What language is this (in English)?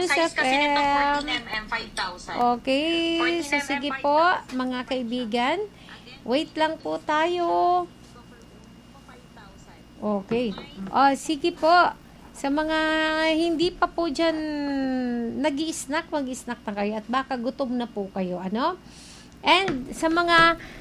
Filipino